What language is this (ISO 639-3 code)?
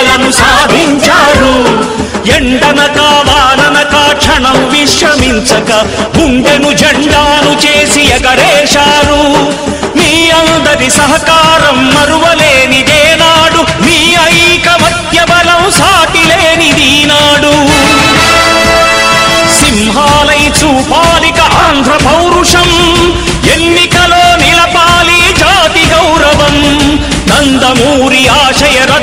tel